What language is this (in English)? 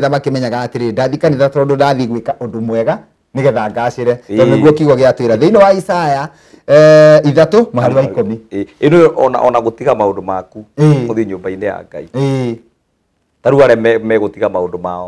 Kikuyu